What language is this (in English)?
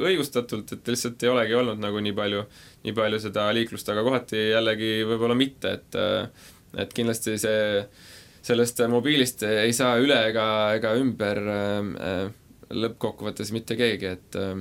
Estonian